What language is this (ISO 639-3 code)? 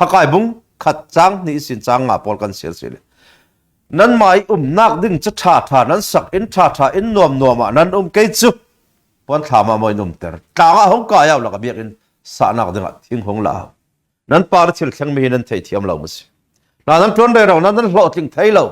cfm